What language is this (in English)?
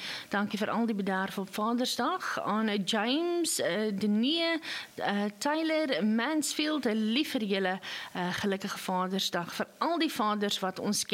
Afrikaans